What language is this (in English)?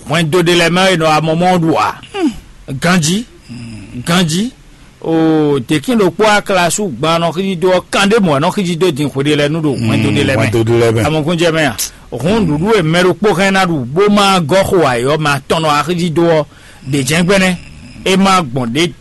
Fon